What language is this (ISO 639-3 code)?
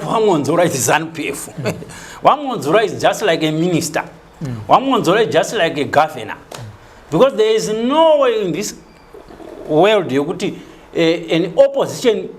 sna